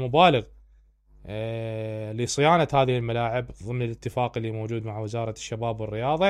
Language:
Mesopotamian Arabic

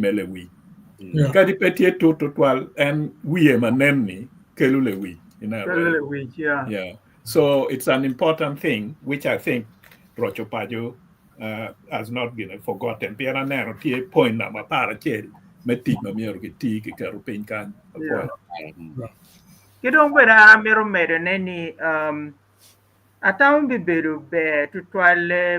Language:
Acoli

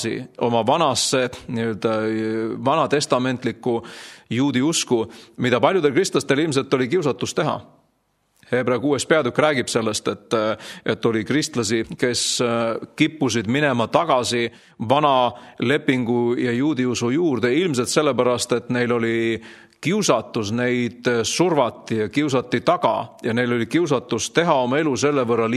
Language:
Estonian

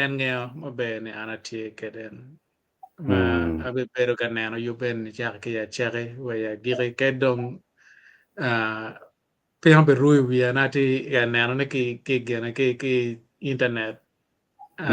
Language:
Acoli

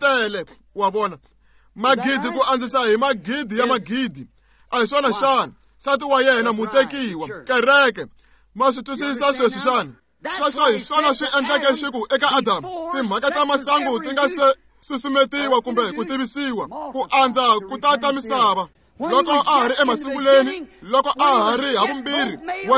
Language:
Tsonga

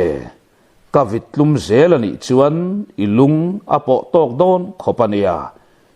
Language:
Mizo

